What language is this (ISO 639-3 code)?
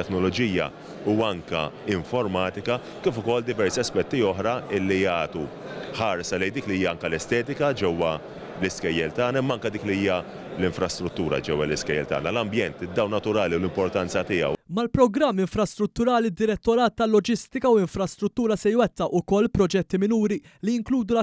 mlt